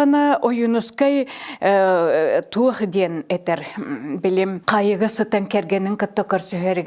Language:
Yakut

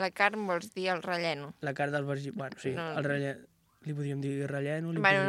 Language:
Catalan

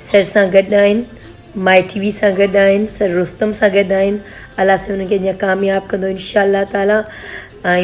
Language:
Sindhi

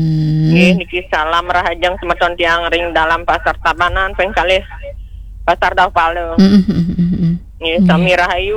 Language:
Balinese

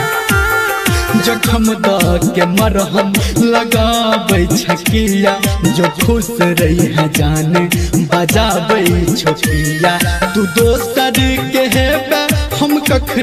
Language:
Maithili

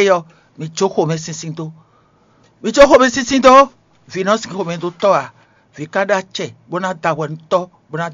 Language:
Fon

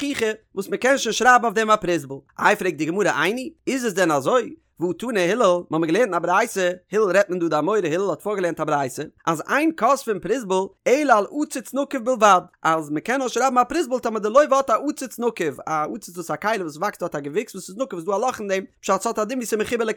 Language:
Yiddish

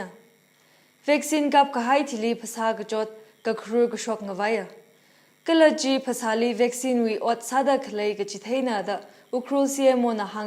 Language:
Tangkhul Naga (India)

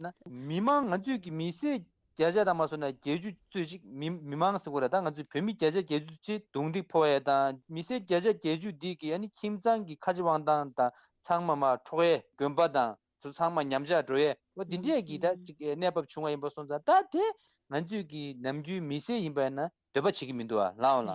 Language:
Tibetan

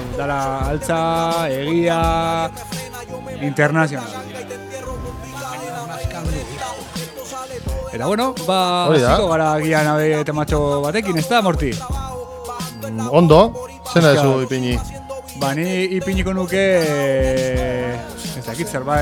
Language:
Basque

